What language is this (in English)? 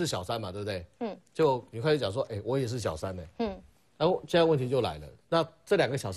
Chinese